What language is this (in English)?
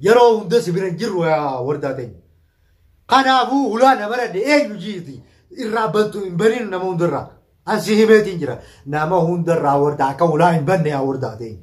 Oromo